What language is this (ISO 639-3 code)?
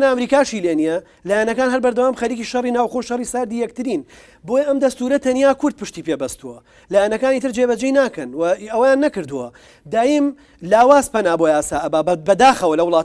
ckb